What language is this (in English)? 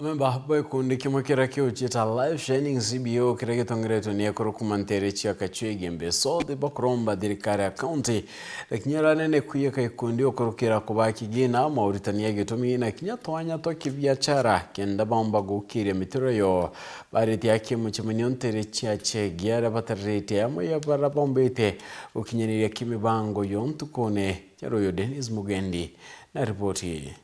Meru